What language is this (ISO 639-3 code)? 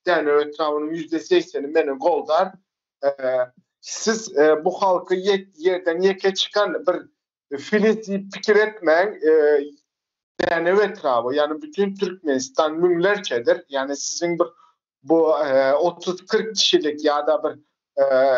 tuk